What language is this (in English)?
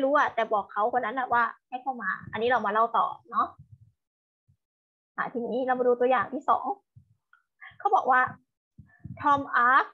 Thai